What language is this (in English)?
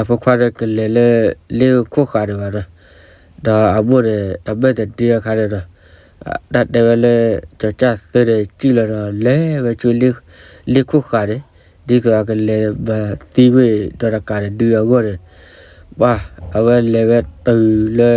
S'gaw Karen